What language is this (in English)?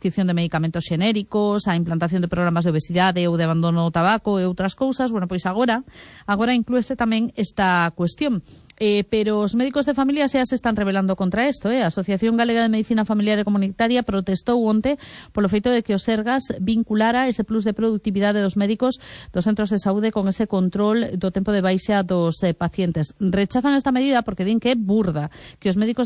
Galician